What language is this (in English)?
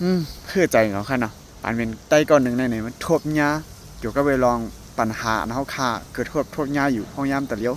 Shan